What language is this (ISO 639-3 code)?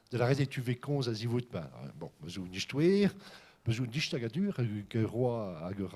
bre